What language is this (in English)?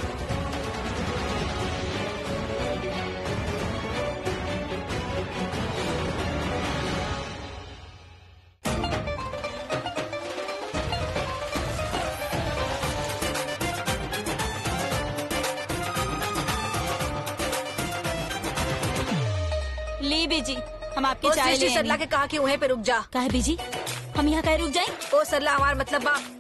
Bhojpuri